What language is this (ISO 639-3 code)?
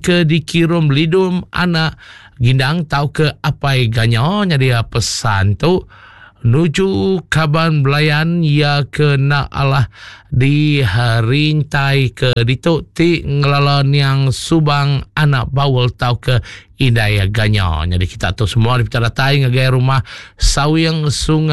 iba